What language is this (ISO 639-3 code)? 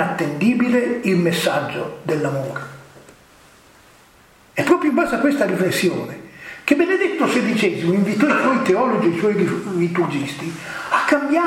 ita